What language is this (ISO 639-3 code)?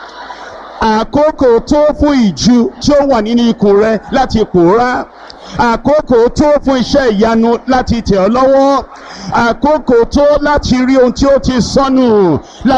yor